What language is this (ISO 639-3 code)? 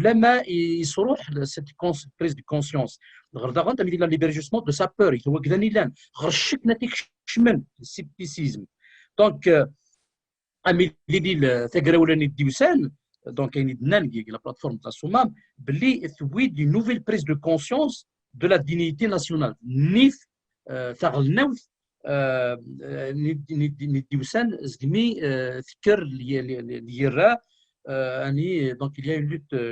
kab